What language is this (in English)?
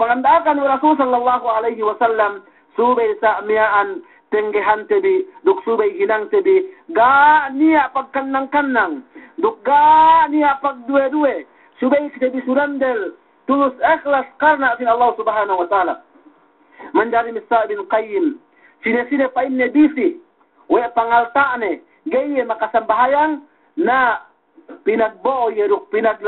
Yakan